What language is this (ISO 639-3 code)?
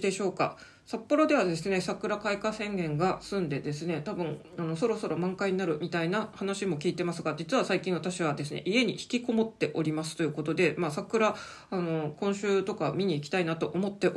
jpn